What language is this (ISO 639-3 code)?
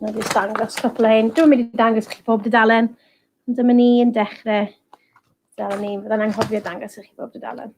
cym